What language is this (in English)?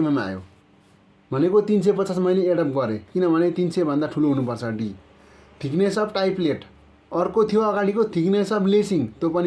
Nepali